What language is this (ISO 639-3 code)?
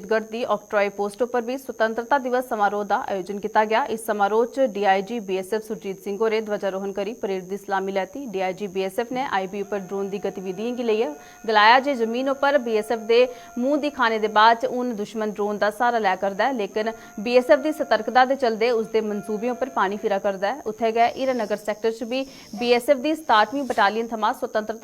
doi